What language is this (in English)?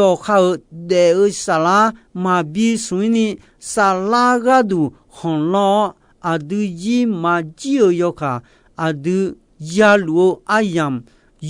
Akha